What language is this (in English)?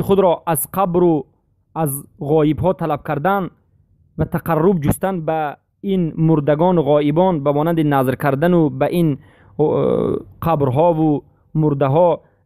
Tajik